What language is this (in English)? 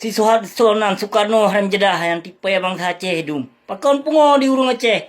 Achinese